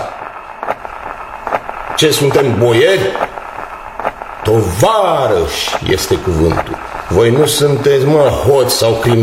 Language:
Romanian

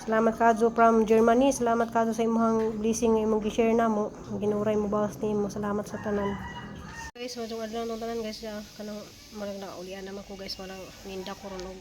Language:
Cebuano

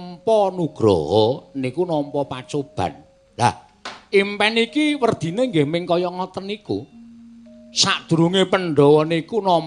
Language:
Javanese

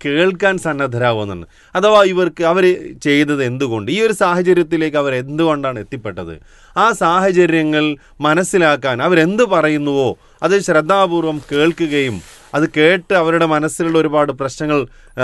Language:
Malayalam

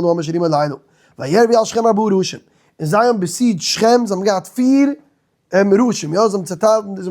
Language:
Yiddish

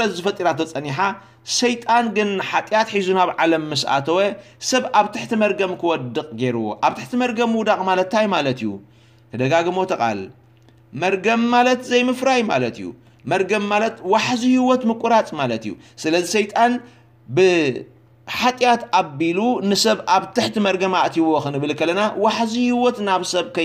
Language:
Tigrinya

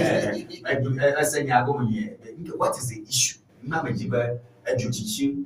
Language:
Ewe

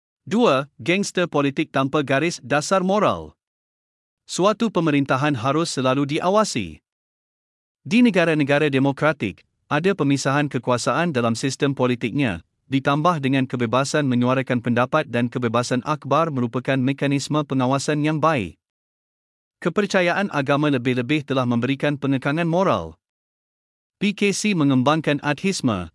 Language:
Malay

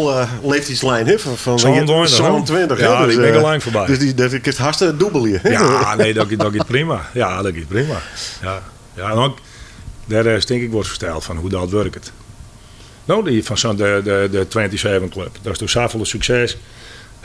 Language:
Western Frisian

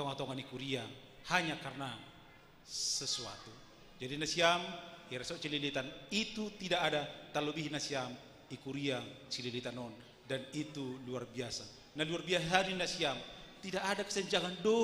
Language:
Batak Simalungun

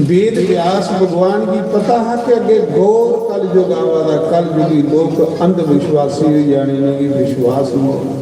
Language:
Dogri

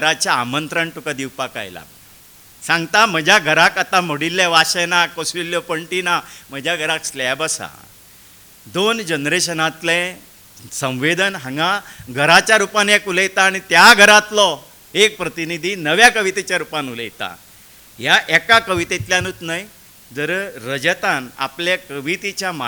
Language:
Konkani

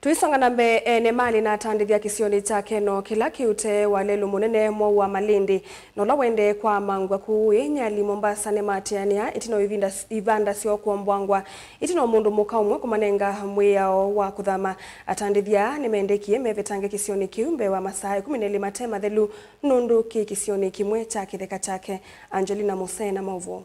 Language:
Kamba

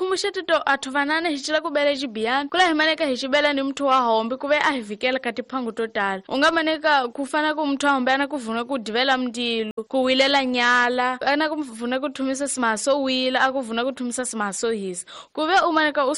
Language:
Tsonga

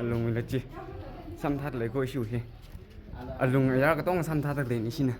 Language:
Tangkhul Naga (India)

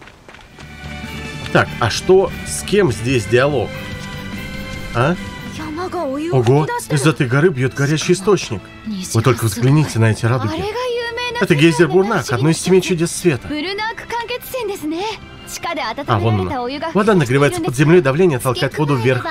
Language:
Russian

